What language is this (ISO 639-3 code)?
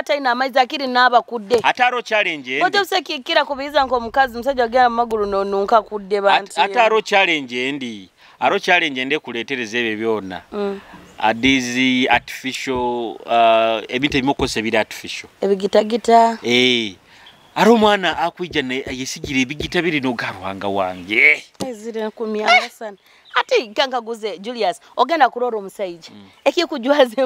nyo